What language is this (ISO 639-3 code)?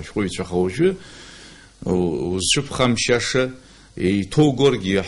abk